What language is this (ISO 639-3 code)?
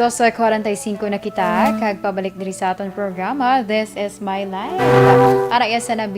hil